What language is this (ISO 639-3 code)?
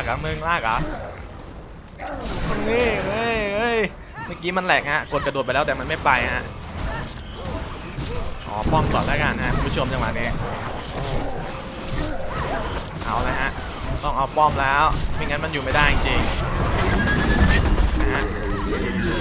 tha